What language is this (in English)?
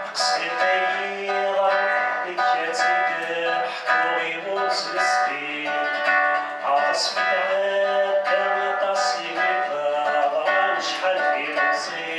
Kabyle